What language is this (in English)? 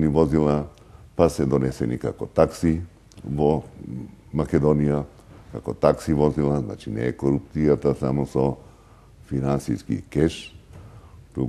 Macedonian